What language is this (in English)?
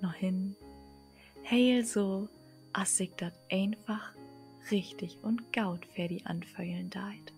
Low German